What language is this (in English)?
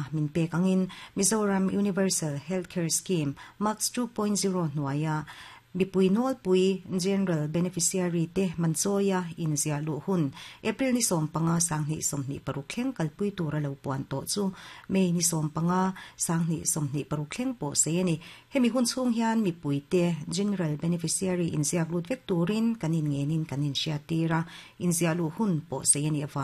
Mizo